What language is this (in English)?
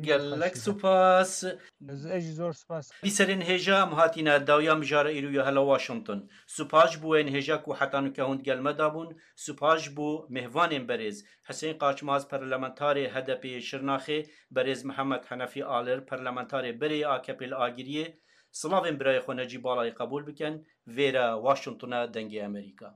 Kurdish